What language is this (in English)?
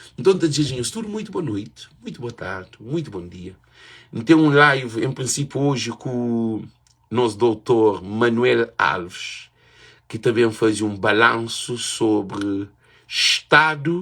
Kabuverdianu